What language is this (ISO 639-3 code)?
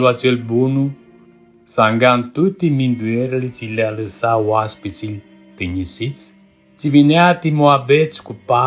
rup